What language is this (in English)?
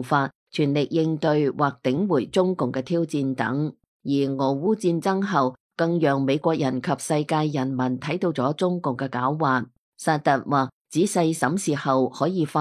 Cantonese